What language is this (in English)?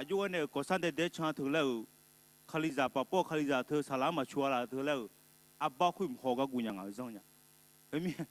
Akha